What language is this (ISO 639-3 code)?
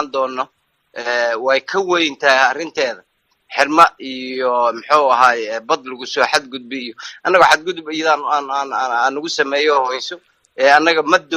som